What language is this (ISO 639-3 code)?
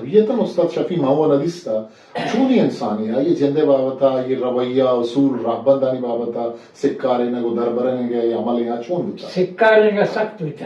bgp